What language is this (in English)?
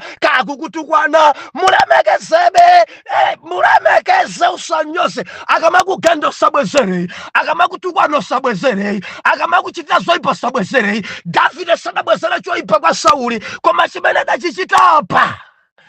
Nyanja